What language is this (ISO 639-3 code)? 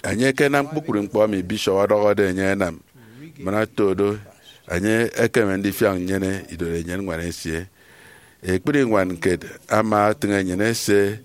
efi